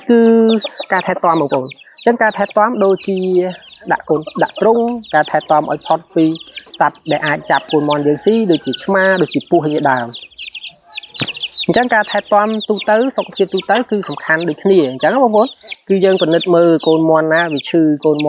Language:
Khmer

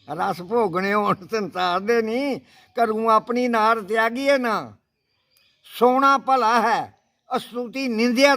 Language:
Dogri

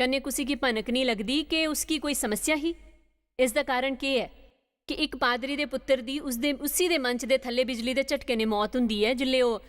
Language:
Dogri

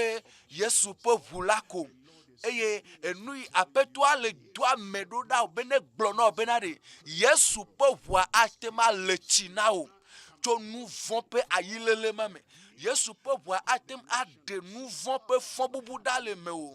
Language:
Ewe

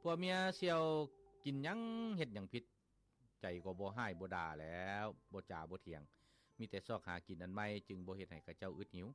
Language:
Lao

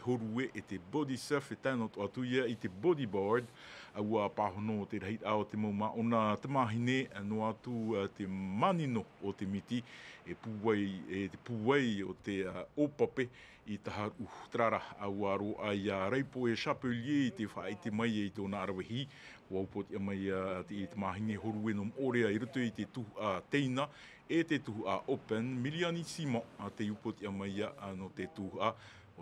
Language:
Tahitian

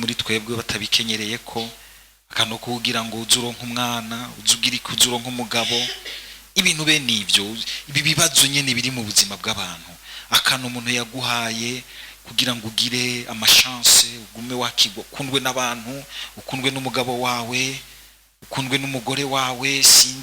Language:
Rundi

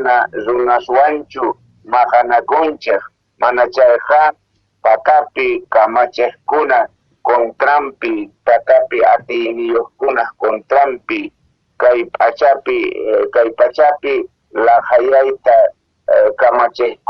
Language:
South Bolivian Quechua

